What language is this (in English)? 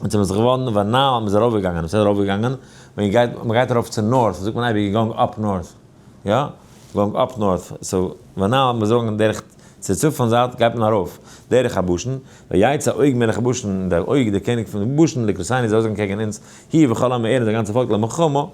Yiddish